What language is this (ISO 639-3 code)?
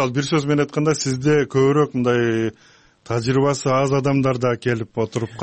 kir